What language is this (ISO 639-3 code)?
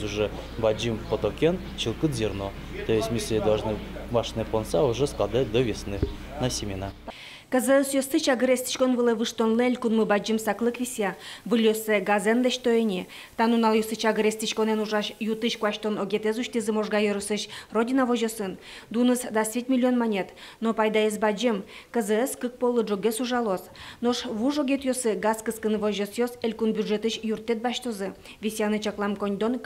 udm